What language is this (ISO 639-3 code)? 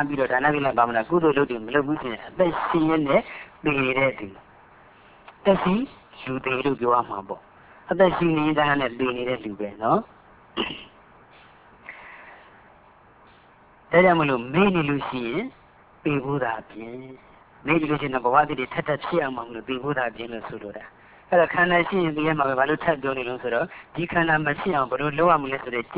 mya